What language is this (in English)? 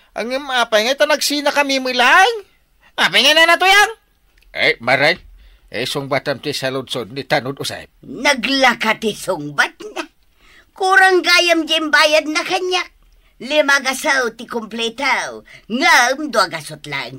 Iloko